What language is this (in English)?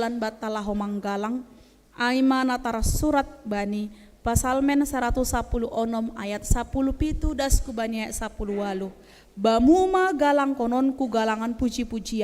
Batak Simalungun